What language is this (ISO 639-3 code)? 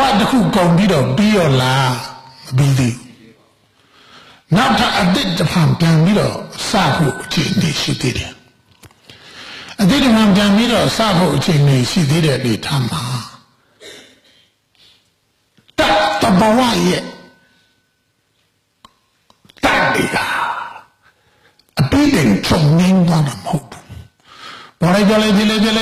mya